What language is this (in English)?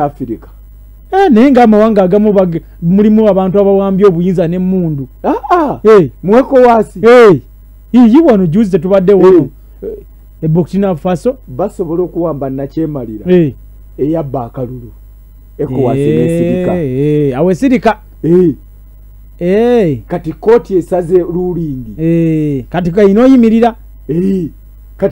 Ganda